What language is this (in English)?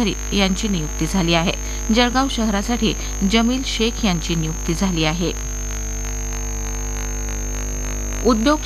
Marathi